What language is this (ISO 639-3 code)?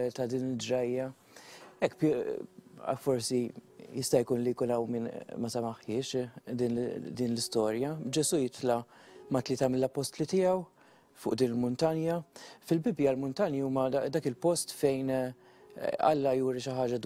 mlt